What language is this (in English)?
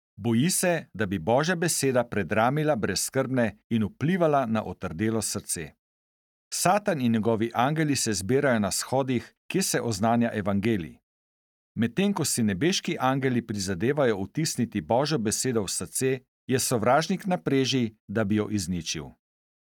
Slovenian